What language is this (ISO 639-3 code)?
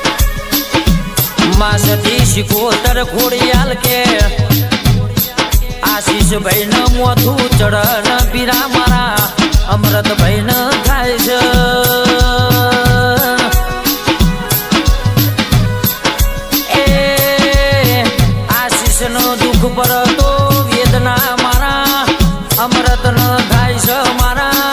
guj